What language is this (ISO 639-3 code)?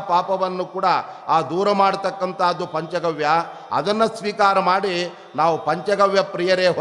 kan